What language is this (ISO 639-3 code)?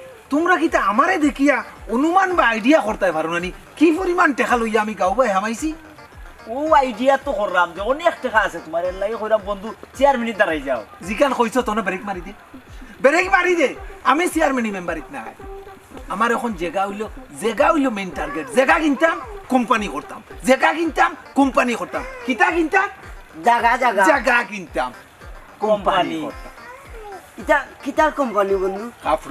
syl